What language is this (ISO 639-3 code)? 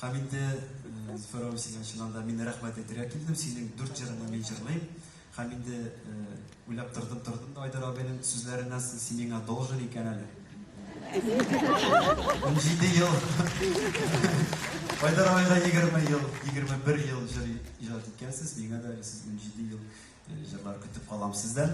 tat